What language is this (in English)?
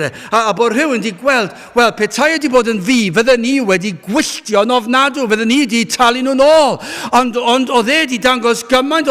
Welsh